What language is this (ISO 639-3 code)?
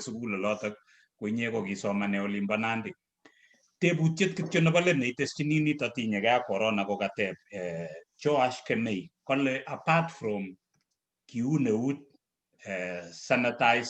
kln